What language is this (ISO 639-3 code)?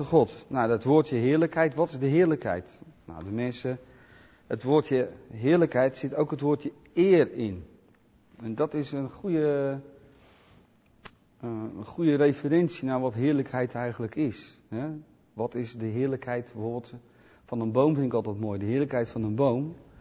nld